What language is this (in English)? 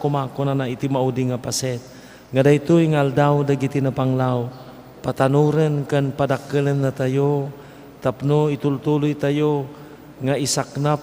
Iloko